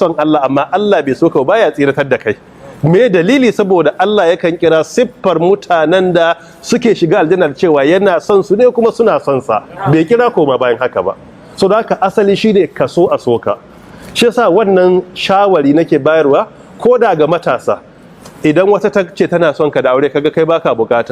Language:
Hausa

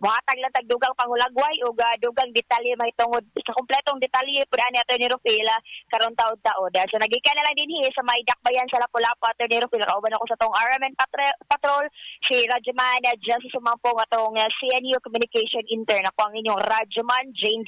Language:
Cebuano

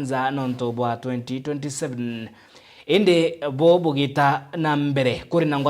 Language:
Meru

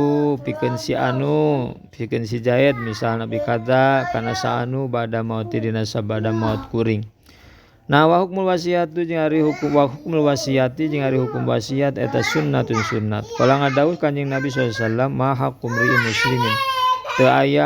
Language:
Sundanese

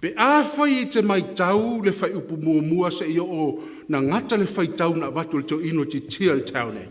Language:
Samoan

